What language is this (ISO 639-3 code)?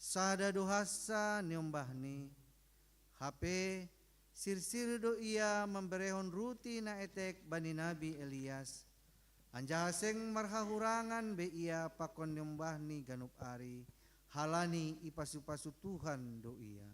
bts